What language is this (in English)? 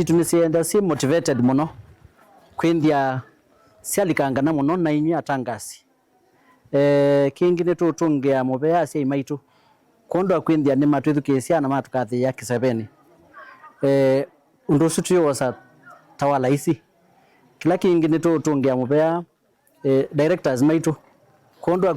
Kamba